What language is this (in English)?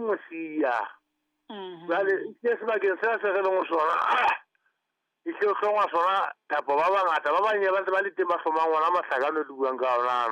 Southern Sotho